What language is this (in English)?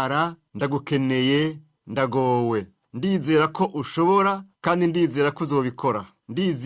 Rundi